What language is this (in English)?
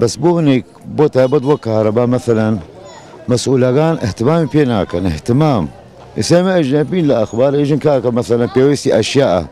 Central Kurdish